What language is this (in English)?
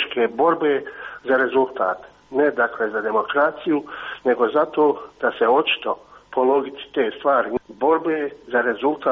Croatian